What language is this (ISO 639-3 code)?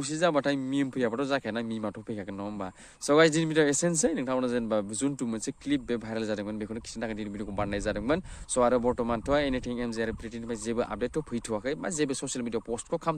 brx